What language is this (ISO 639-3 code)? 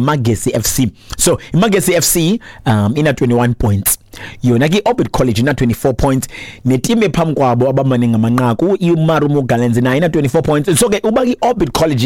xho